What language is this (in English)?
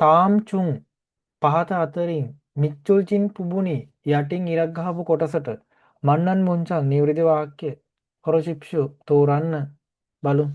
Sinhala